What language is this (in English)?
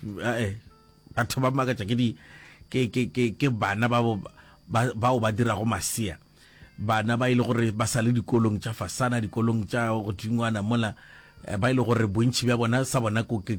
Northern Sotho